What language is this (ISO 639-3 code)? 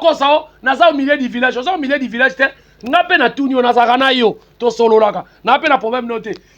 lin